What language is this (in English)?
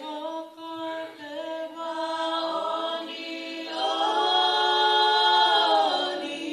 Tongan